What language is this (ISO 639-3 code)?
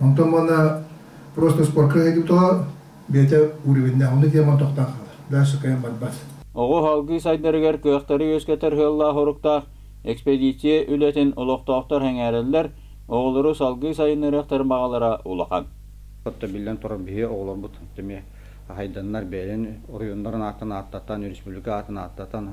sah